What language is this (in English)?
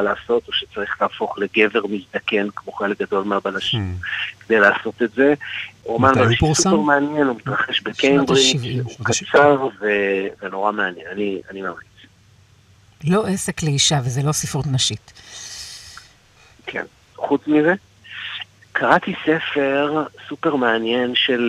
Hebrew